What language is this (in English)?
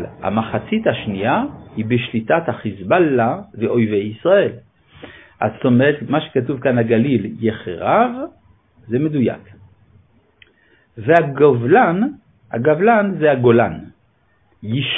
Hebrew